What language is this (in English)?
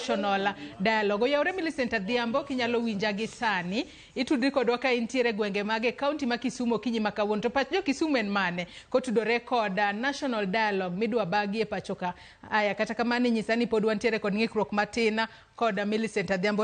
Luo (Kenya and Tanzania)